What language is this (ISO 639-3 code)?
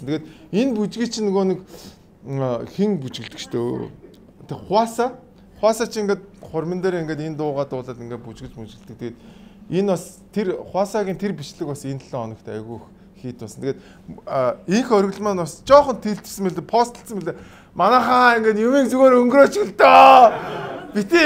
mon